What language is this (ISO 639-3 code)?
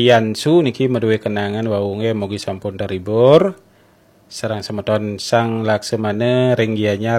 ban